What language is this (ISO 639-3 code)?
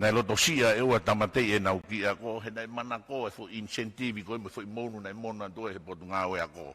ton